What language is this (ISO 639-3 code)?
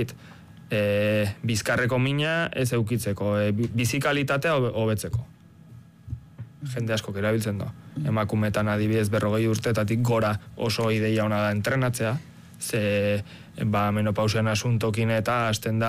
eus